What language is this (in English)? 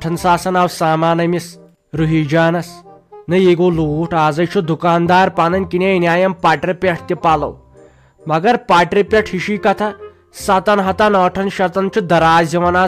Kashmiri